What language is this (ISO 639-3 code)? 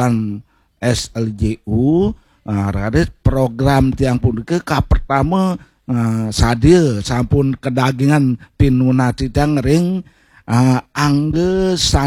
ban